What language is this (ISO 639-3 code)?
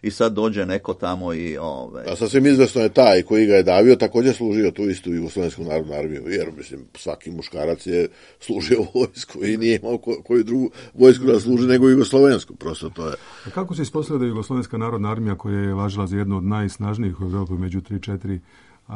srp